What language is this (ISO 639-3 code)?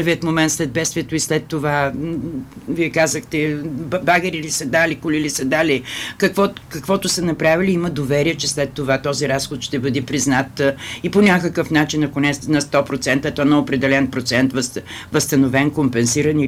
bul